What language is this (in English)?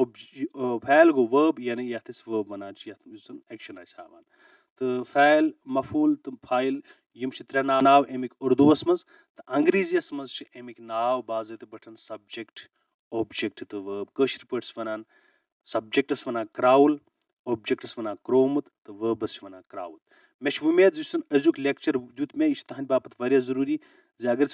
Kashmiri